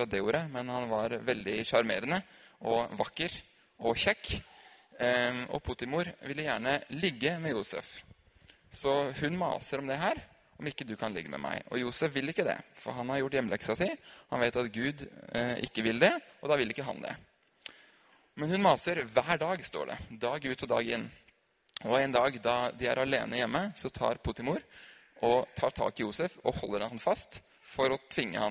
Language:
Norwegian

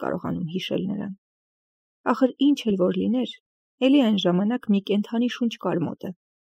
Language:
Armenian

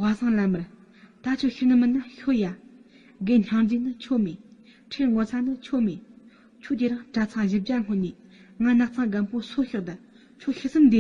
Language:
Tibetan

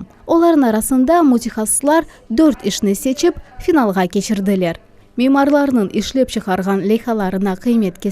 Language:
Crimean Tatar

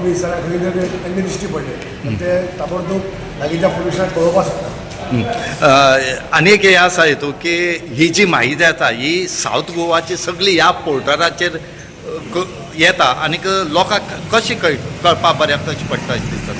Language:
Konkani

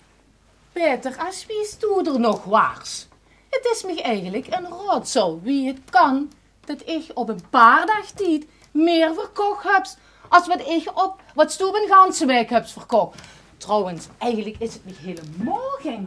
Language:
Limburgish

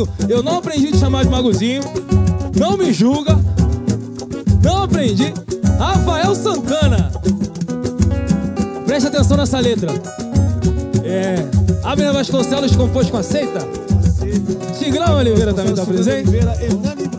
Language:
Portuguese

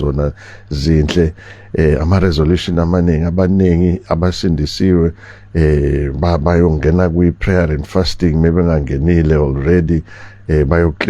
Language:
Zulu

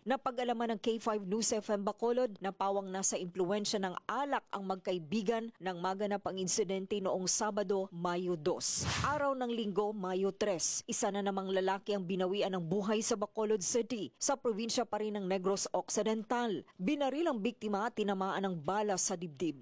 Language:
Filipino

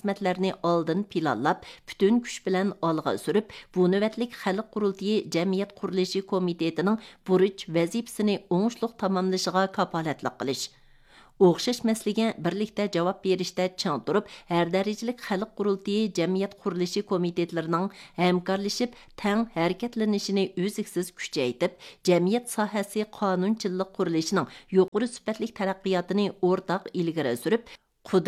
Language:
Uyghur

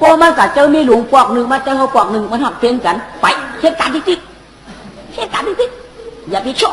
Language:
Shan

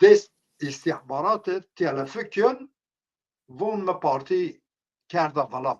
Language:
Zaza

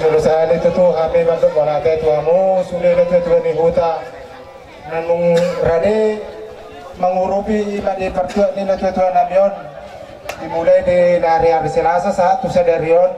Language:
Batak Toba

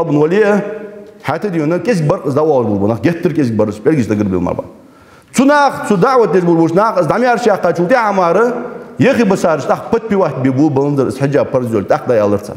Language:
Ingush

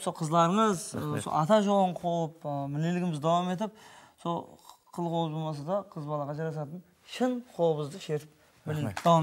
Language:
Kara-Kalpak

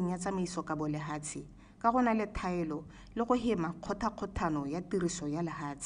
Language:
Tswana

